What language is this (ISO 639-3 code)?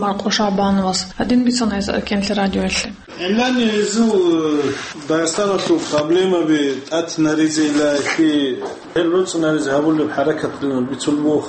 ava